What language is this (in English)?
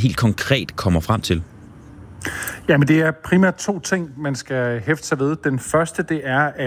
Danish